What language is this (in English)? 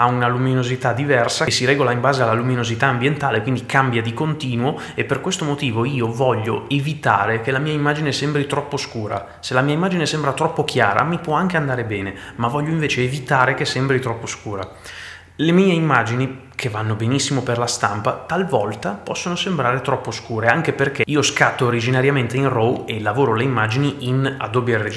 Italian